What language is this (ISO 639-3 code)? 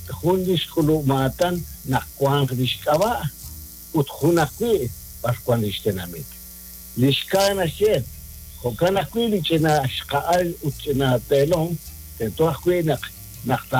kek